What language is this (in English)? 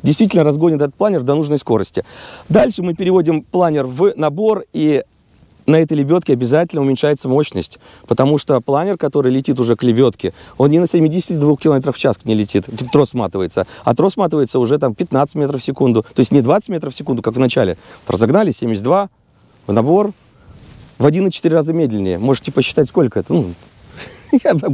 Russian